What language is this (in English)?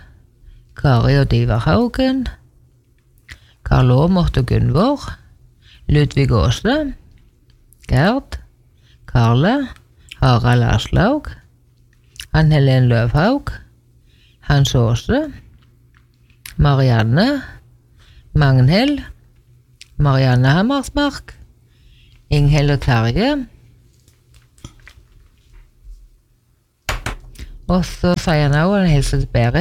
Norwegian